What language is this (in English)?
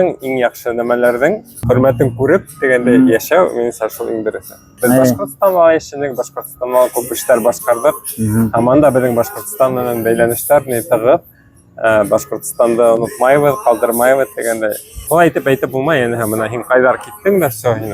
Bashkir